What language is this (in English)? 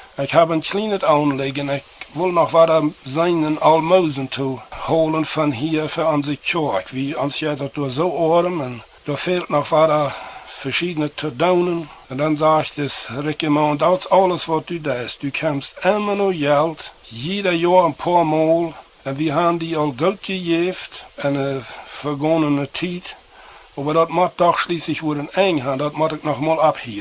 Plautdietsch